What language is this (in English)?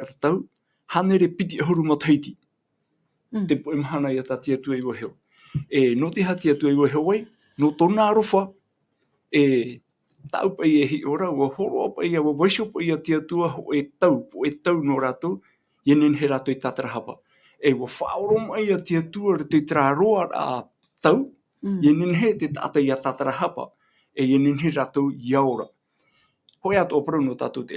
Tahitian